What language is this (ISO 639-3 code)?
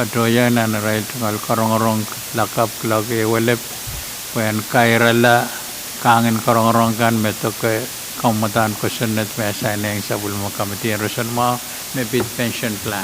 pon